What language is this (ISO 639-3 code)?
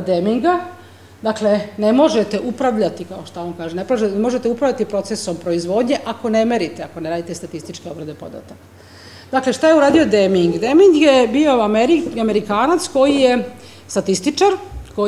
srp